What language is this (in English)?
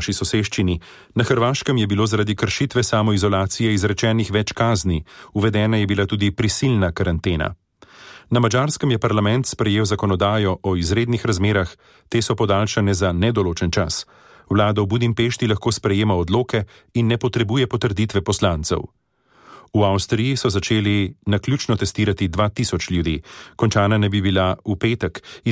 Slovenian